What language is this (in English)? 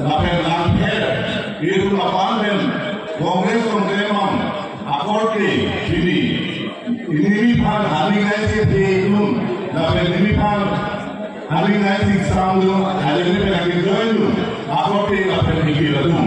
Karbi